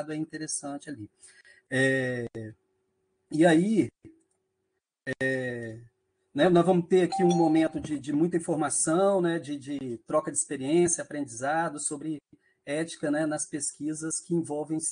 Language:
Portuguese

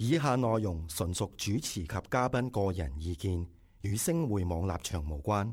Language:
Cantonese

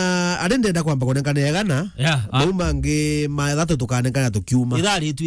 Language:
Meru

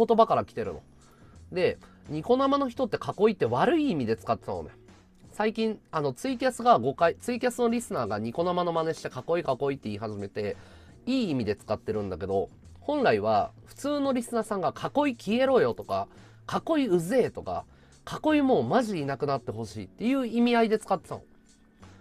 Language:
Japanese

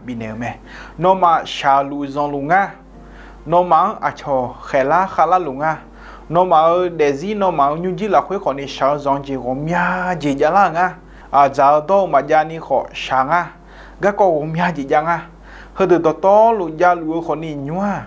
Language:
Akha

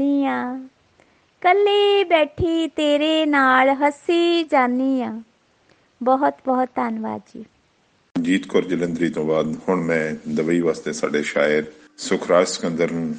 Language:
Punjabi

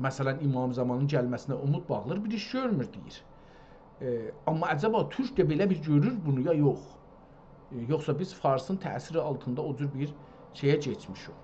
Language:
South Azerbaijani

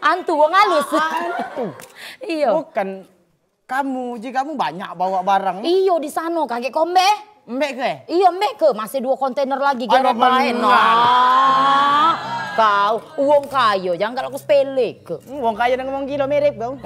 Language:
Musi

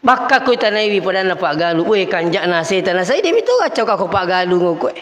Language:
Buginese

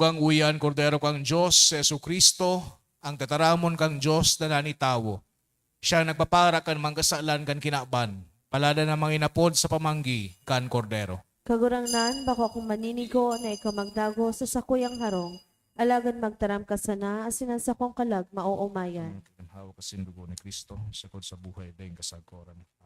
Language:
Bikol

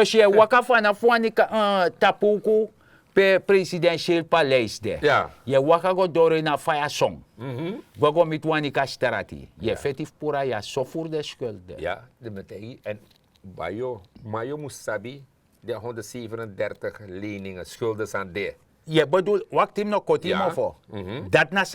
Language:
Sranan Tongo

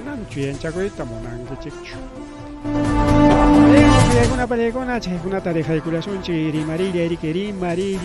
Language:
Ayacucho Quechua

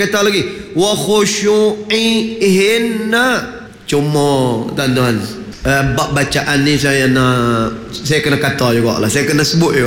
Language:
Malay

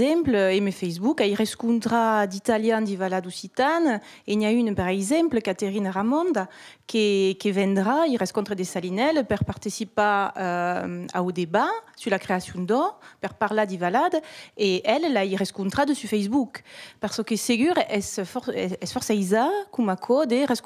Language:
Occitan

